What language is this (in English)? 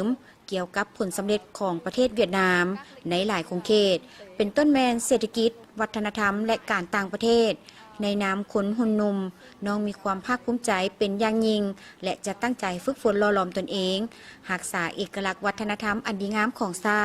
Lao